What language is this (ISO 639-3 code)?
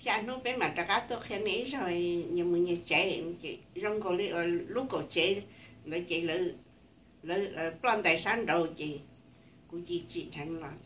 hmn